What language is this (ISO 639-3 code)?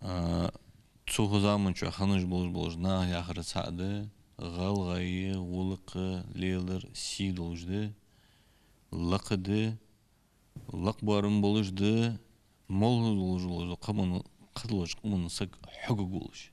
inh